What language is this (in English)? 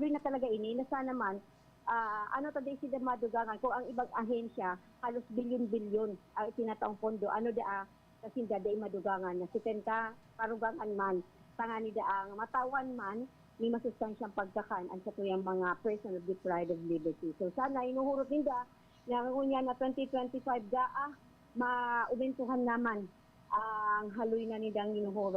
Bikol